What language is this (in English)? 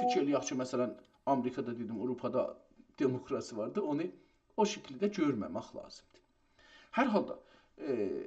South Azerbaijani